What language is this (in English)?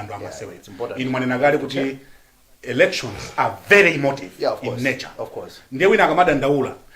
Nyanja